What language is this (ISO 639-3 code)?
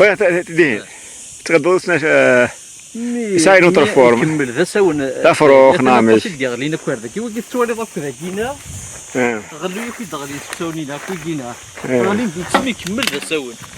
kab